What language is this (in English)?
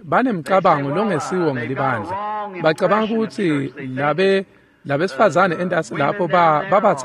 Swati